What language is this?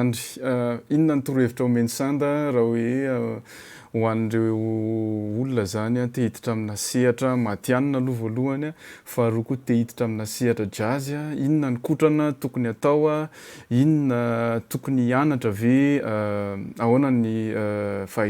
Malagasy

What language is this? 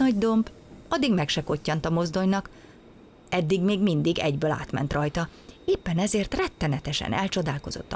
Hungarian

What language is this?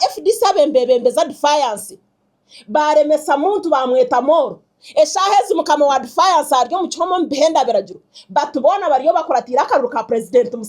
Nyankole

